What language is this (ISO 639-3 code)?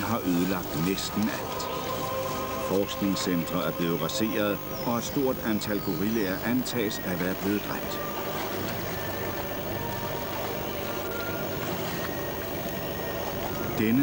dan